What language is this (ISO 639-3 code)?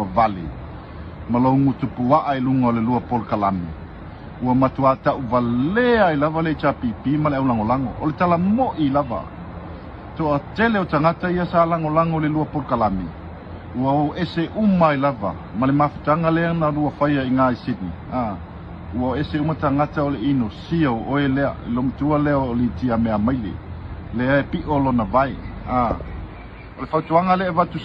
smo